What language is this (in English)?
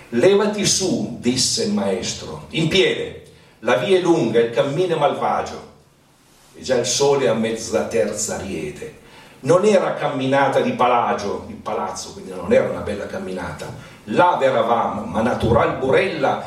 Italian